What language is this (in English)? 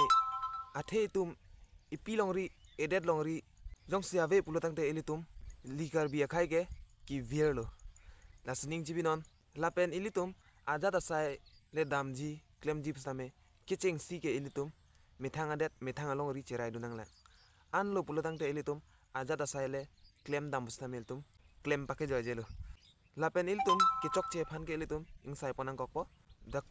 Karbi